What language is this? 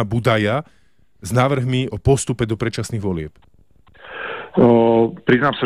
Slovak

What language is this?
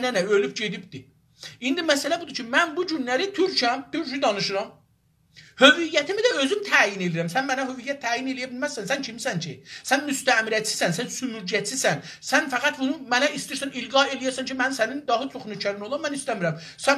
South Azerbaijani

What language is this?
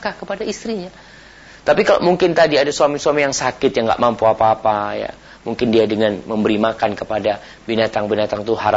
Indonesian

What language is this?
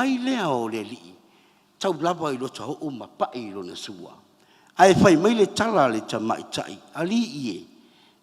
Samoan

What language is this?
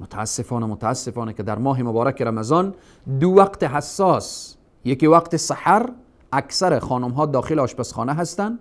Persian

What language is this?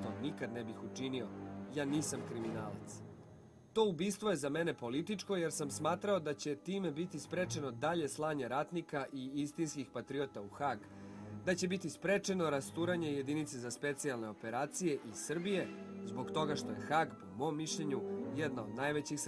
Serbian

